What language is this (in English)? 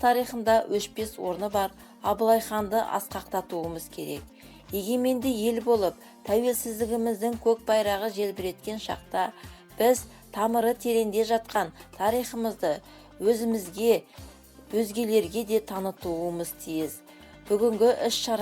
Kazakh